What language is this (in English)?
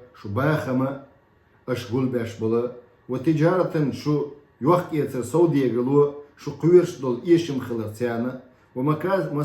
Chechen